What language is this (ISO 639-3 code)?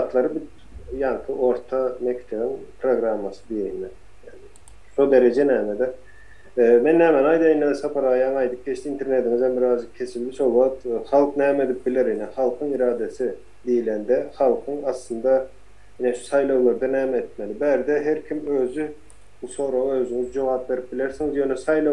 tuk